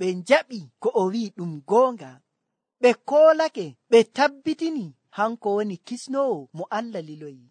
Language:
Nigerian Fulfulde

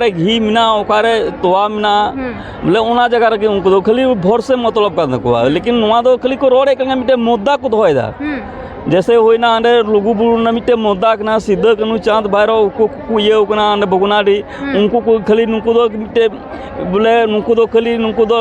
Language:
Santali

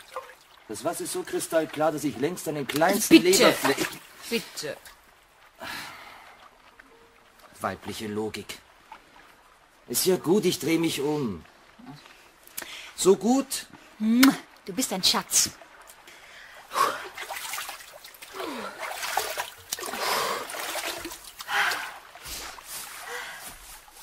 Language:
German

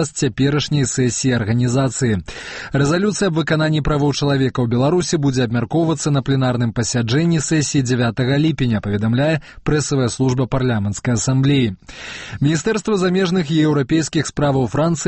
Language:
Belarusian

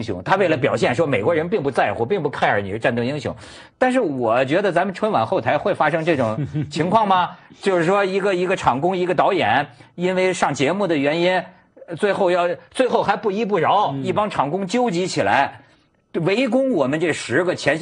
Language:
Chinese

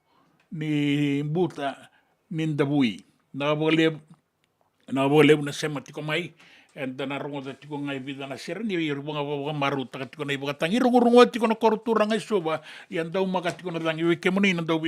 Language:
Fijian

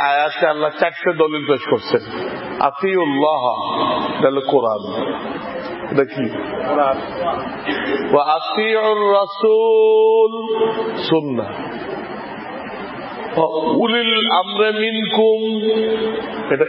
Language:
Bangla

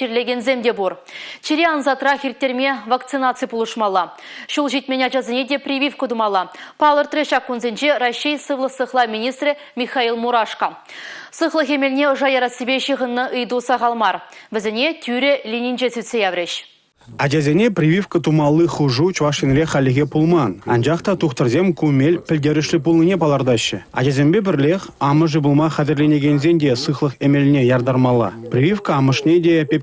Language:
Chuvash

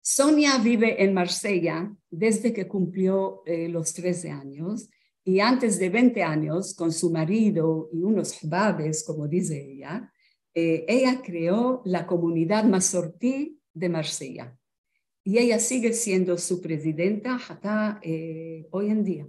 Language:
Ladino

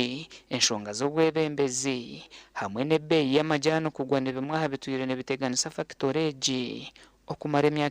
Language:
Nyankole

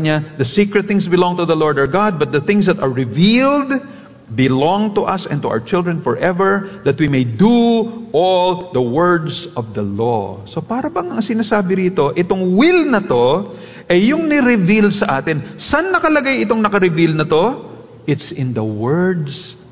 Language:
Filipino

